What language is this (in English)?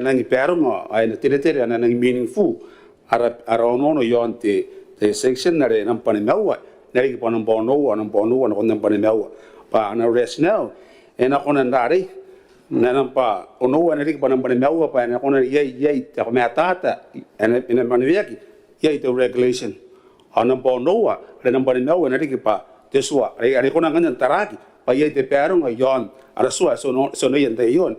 Gilbertese